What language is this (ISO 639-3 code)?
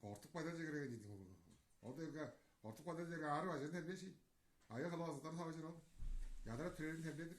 tyv